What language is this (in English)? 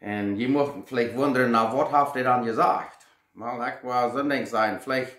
Plautdietsch